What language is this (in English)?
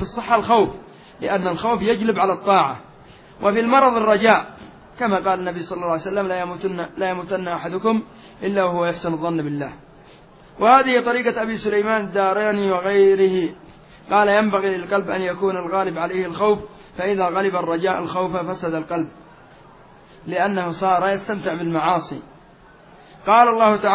Arabic